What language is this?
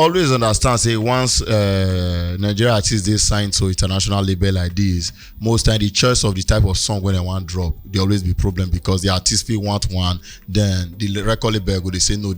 Nigerian Pidgin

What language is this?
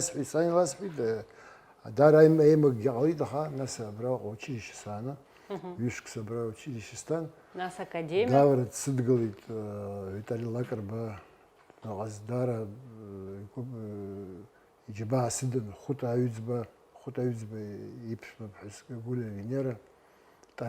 Abkhazian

